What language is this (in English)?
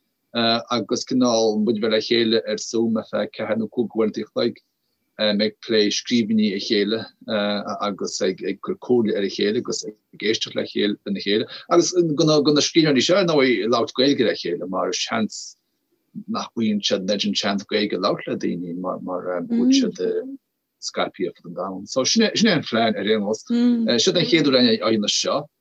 Irish